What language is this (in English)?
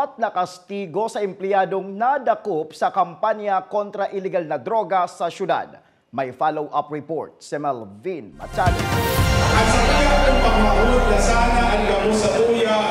Bikol